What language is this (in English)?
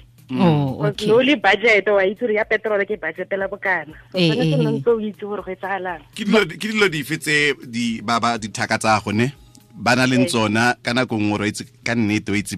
Tswana